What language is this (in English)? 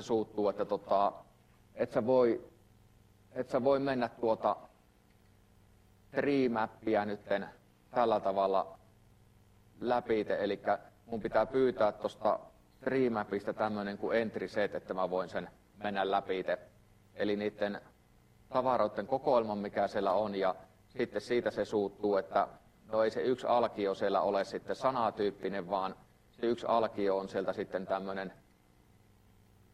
Finnish